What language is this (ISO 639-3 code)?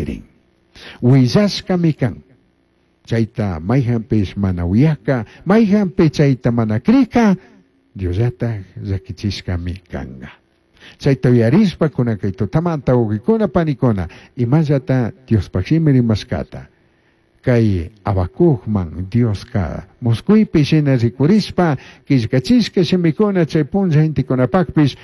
qug